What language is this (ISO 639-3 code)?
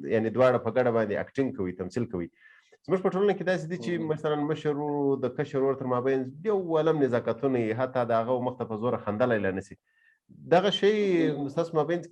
pus